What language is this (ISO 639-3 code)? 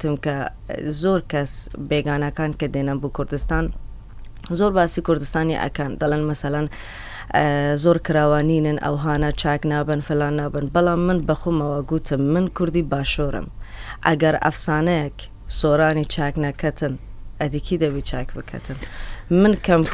ckb